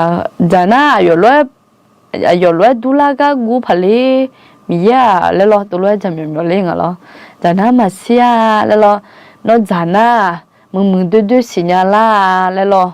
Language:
Akha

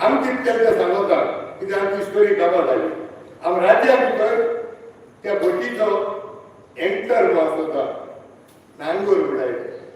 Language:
Konkani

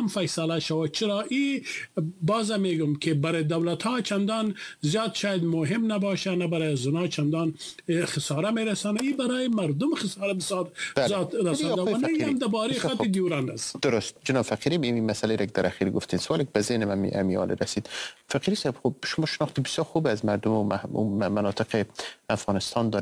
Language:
Persian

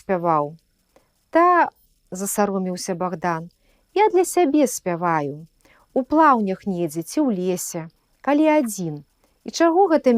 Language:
Belarusian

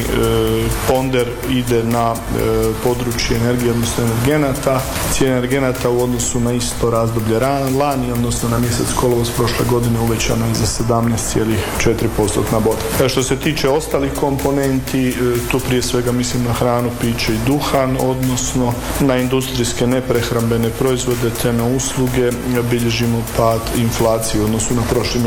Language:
Croatian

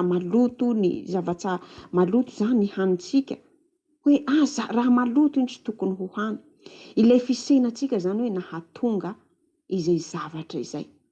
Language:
Malagasy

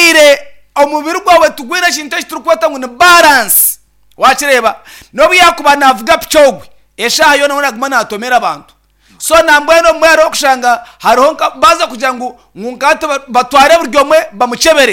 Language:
Nyankole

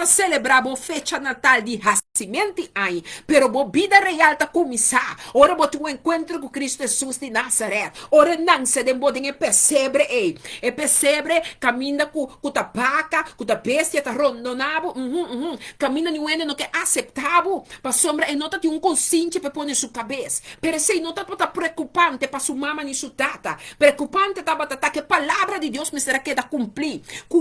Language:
Papiamento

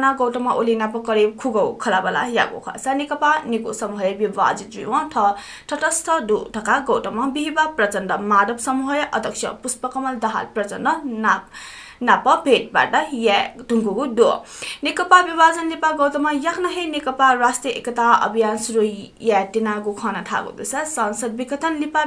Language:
Newari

